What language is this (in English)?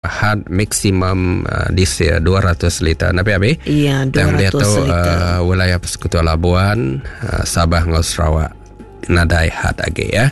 Iban